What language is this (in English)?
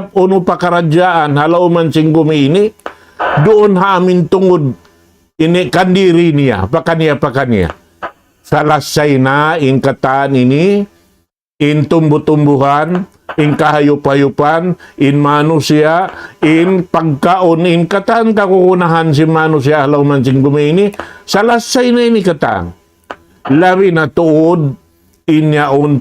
Tausug